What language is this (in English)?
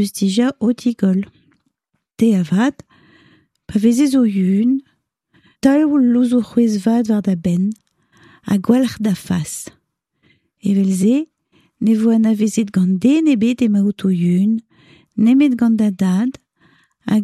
Breton